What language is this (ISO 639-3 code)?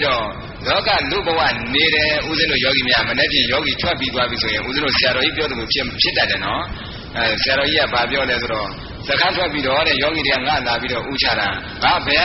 mya